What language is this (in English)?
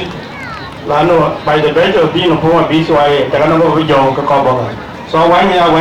Dinka